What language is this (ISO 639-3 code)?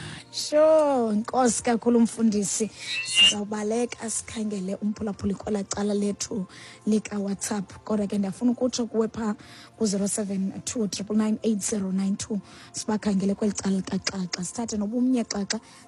xho